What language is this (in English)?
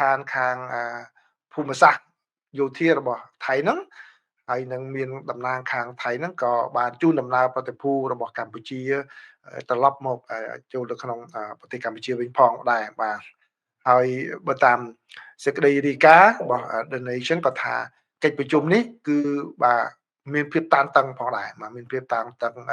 Khmer